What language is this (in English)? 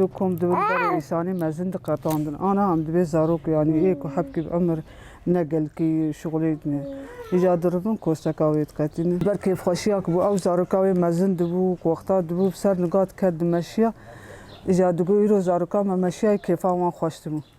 Kurdish